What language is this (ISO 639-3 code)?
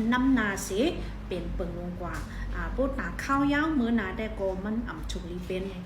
shn